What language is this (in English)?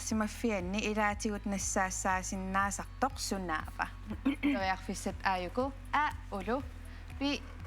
Kalaallisut